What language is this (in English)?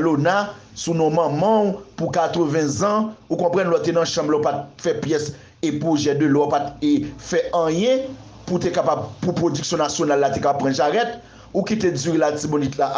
Haitian Creole